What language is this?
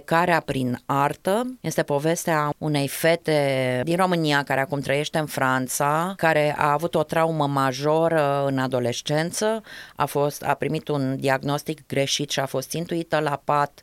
Romanian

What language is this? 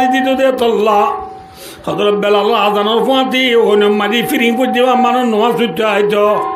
Rohingya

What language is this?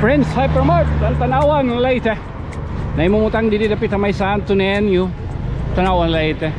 Waray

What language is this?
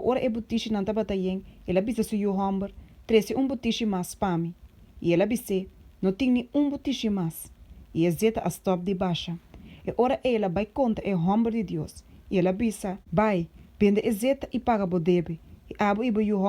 Papiamento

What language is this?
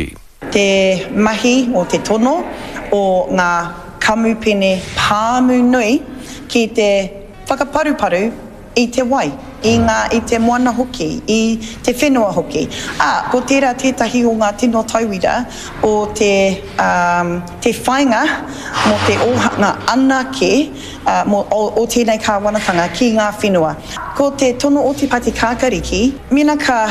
Māori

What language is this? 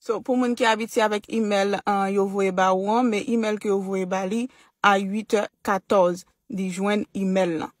Haitian Creole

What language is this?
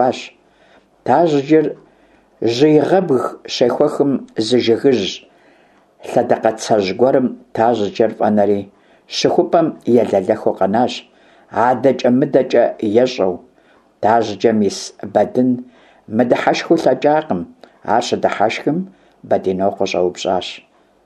Kabardian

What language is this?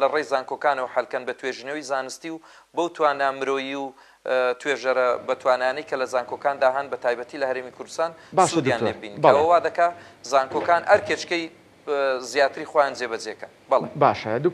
Central Kurdish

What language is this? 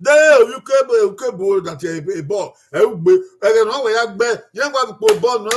Bini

